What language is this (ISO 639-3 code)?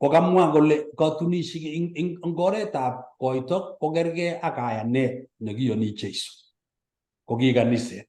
kln